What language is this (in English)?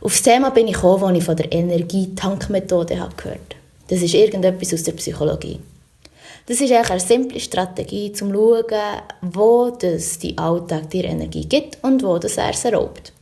Swiss German